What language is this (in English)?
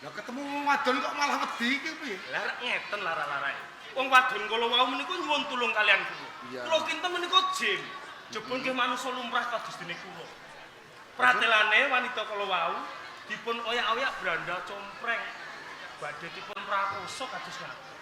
Javanese